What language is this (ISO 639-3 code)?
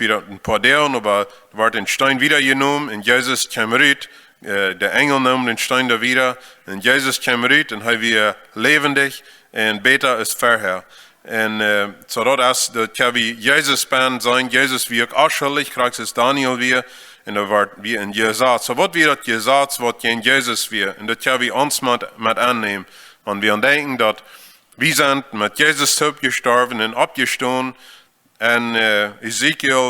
pdt